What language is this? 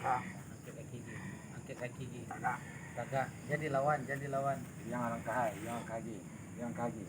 Minangkabau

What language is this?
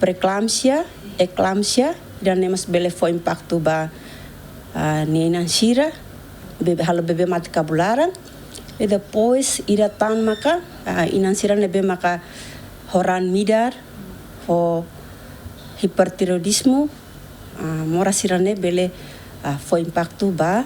Tetum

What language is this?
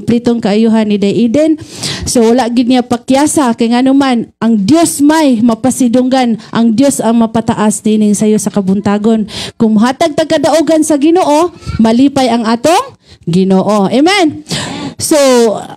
Cebuano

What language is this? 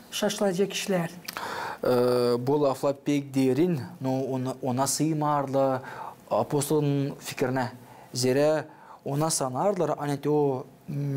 Gagauz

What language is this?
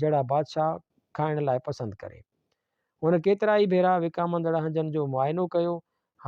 Sindhi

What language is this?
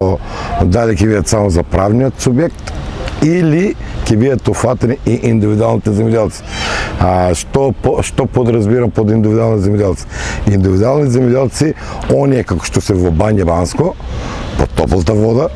Macedonian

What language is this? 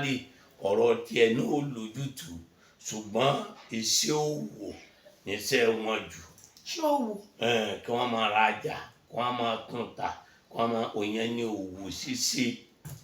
Yoruba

